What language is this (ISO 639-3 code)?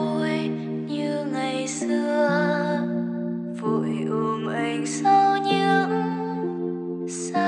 vie